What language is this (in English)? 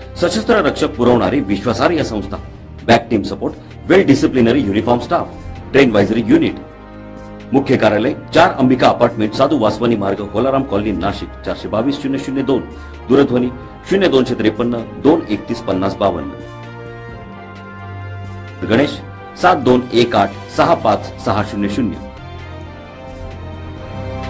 Marathi